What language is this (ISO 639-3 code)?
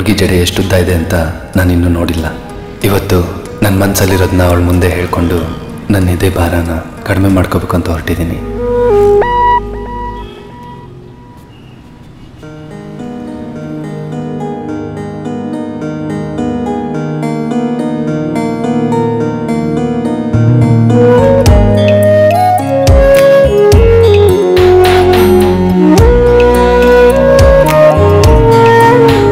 kan